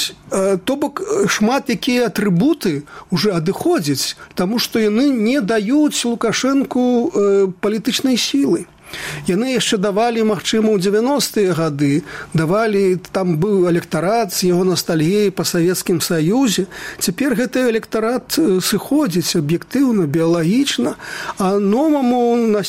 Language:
Belarusian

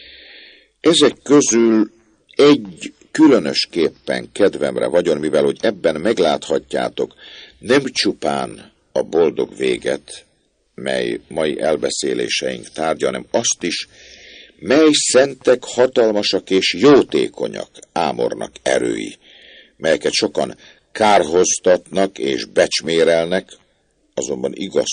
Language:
Hungarian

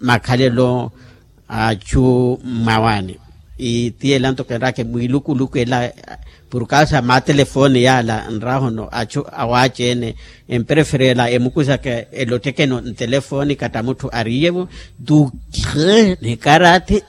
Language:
Makhuwa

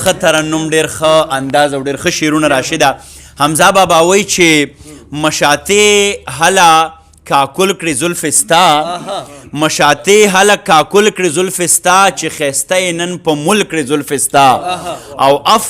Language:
Pashto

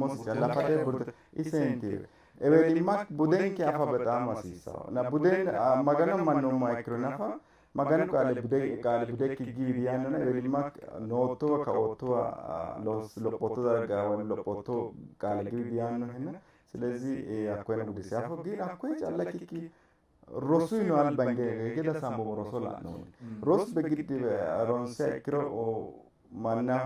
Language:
Sidamo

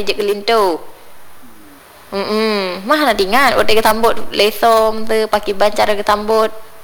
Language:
Malay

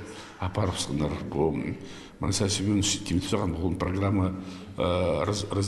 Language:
Khakas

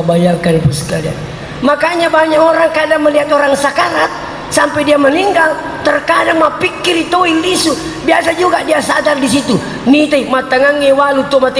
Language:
Buginese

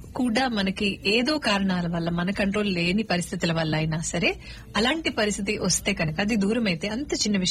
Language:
Telugu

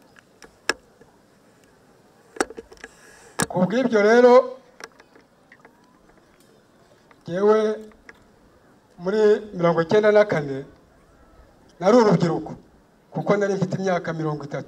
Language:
Kinyarwanda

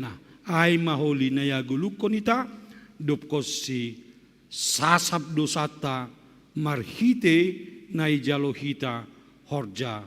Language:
Batak Simalungun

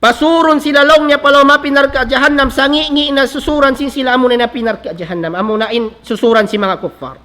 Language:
Tausug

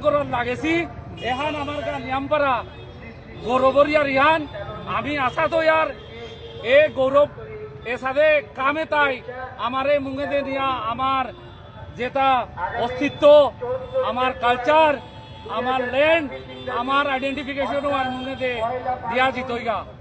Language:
Bishnupriya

